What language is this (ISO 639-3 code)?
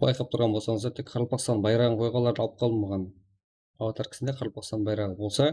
kaa